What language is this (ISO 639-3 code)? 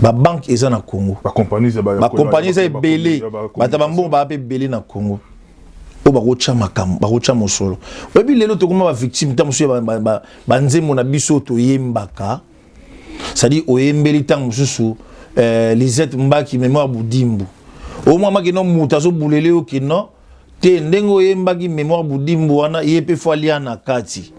lin